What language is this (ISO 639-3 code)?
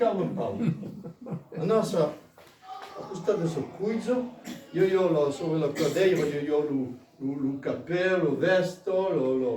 oci